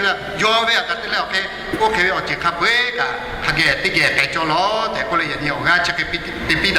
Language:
Lahu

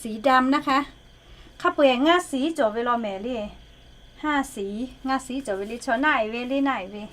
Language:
Lahu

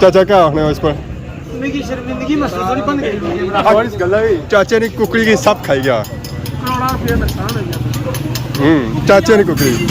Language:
Pahari-Potwari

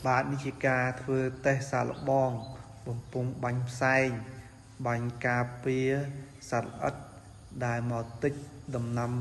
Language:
Khmer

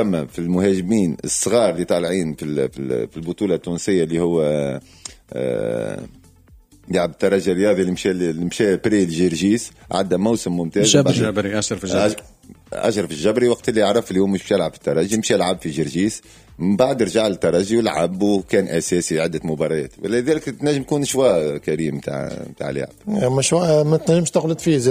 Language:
Tunisian Arabic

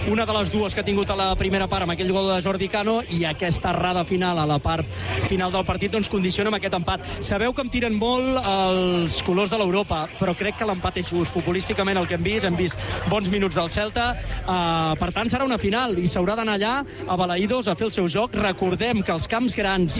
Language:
Catalan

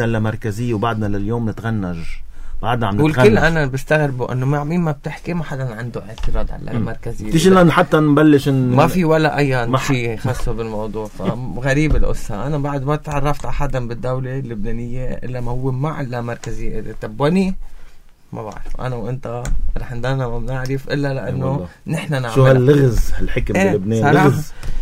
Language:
North Levantine Arabic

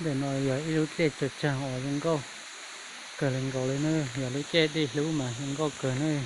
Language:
Hmong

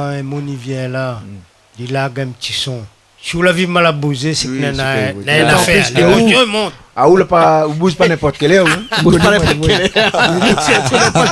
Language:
Réunion Creole French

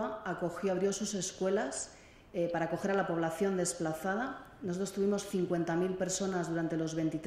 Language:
Spanish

